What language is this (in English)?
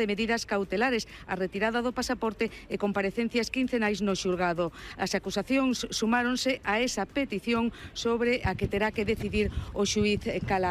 Galician